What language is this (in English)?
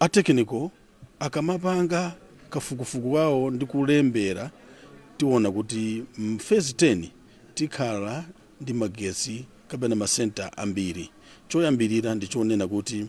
Nyanja